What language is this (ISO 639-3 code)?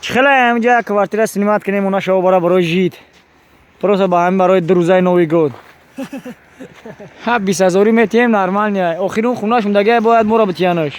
tgk